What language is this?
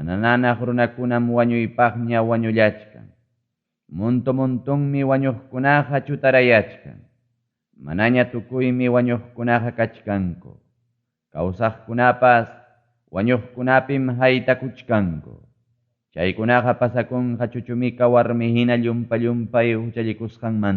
Ayacucho Quechua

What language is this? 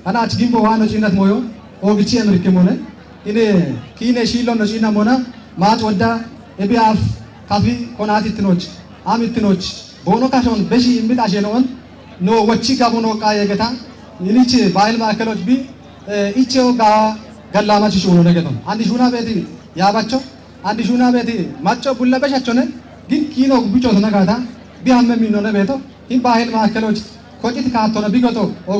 Kafa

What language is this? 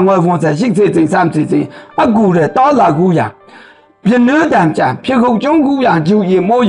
Maru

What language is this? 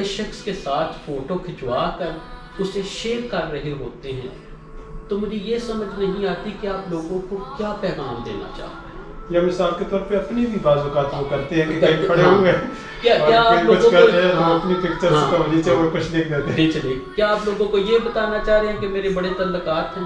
Urdu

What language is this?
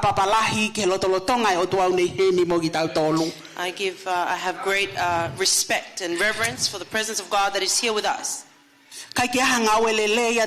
Tongan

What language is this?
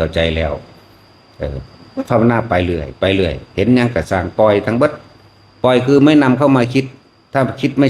Northeastern Thai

